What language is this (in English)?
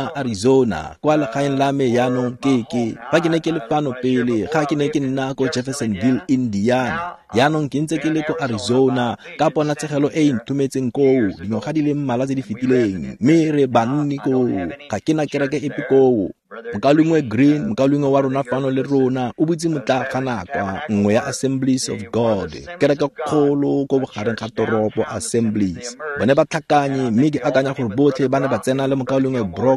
Tswana